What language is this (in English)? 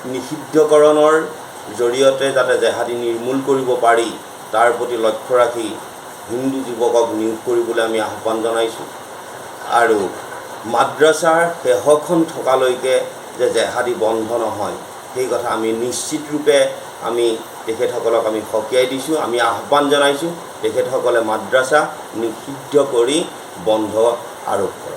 Assamese